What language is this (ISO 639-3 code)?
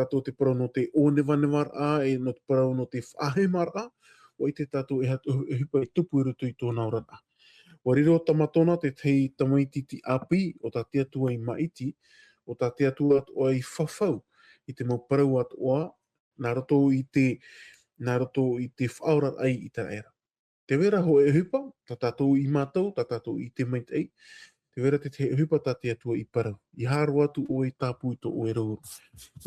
tah